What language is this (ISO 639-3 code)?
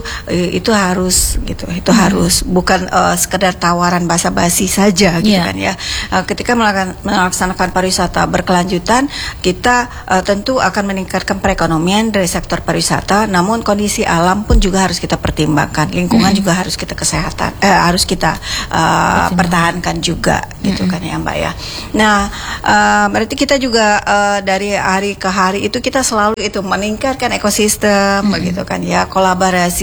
ind